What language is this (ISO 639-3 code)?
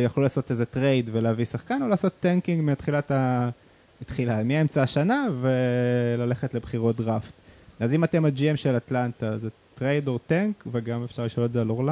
heb